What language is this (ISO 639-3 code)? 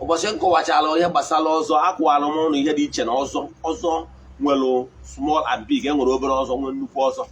ibo